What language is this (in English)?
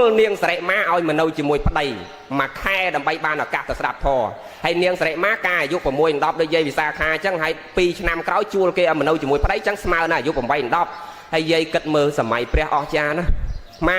Khmer